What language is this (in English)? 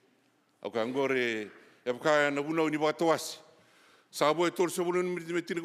Fijian